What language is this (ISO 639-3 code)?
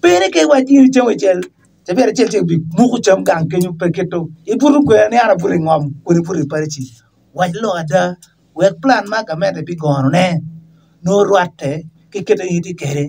ach